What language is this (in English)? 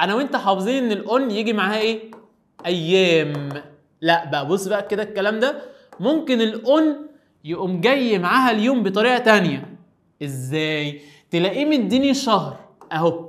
Egyptian Arabic